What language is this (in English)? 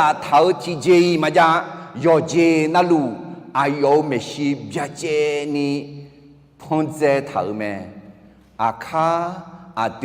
Akha